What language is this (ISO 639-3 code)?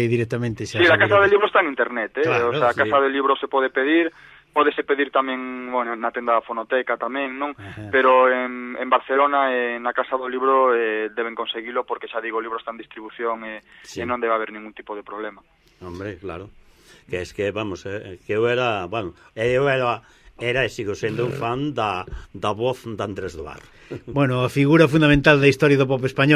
glg